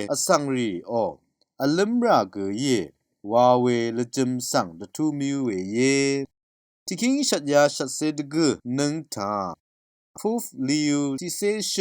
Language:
Rawang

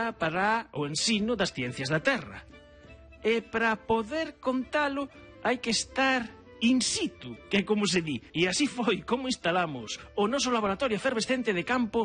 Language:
Galician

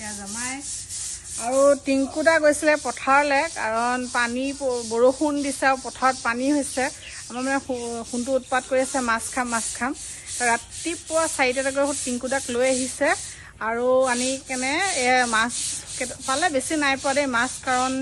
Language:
Assamese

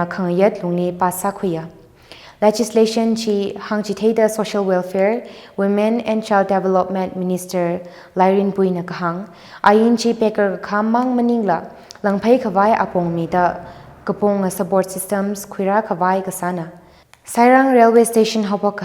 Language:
Tangkhul Naga (India)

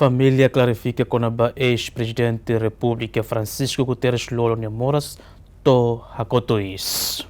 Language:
Tetum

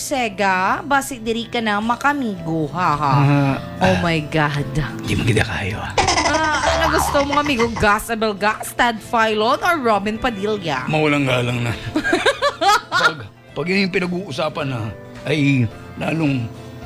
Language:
Filipino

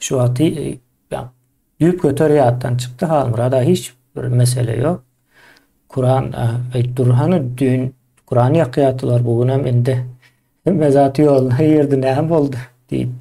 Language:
Turkmen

